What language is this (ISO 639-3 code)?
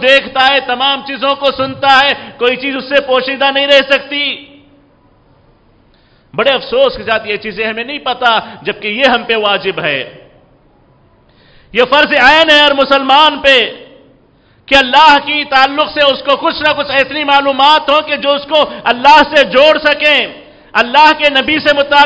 urd